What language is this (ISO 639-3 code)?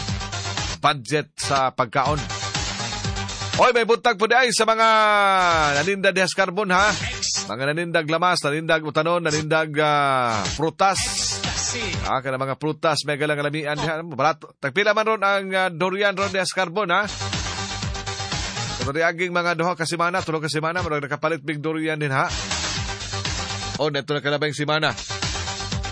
ceb